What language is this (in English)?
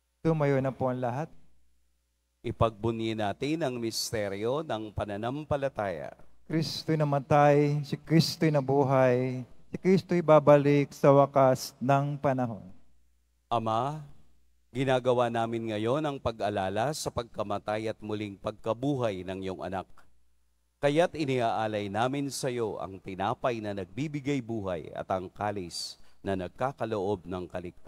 Filipino